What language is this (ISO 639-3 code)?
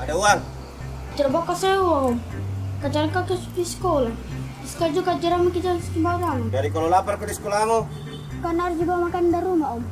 mfp